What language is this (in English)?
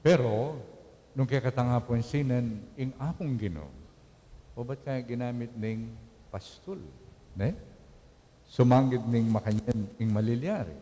Pampanga